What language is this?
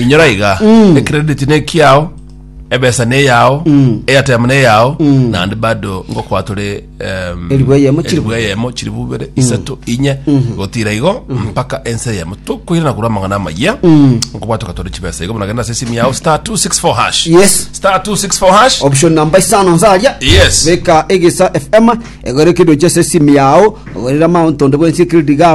Gusii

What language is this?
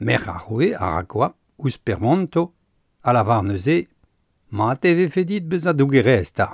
Breton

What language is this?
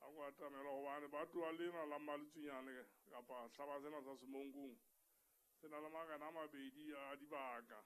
Southern Sotho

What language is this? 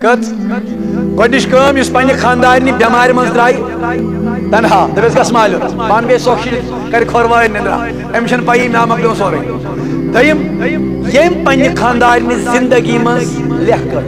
Kashmiri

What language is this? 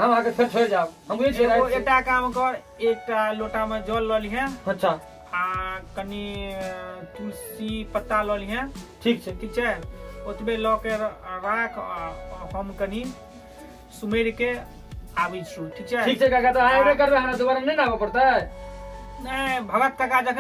Maithili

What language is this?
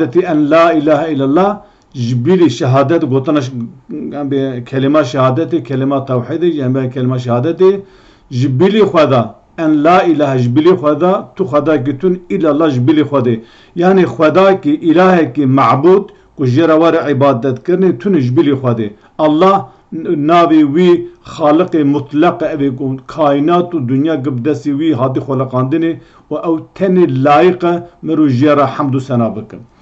Kurdish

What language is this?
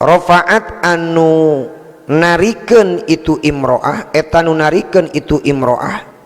Sundanese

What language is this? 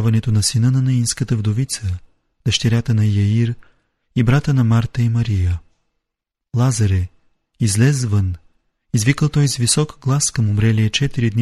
Bulgarian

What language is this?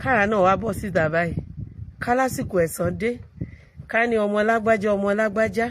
Yoruba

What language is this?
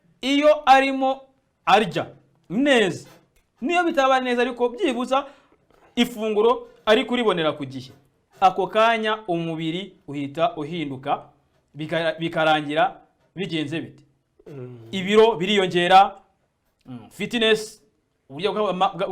Kinyarwanda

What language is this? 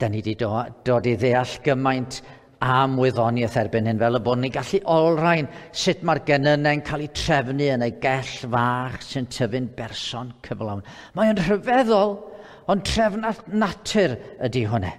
Welsh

